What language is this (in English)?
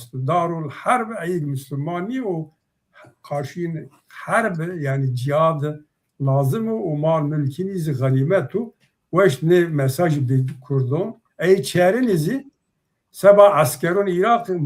Zaza